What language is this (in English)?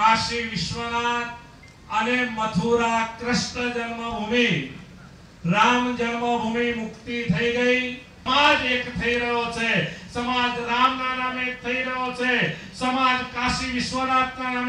Gujarati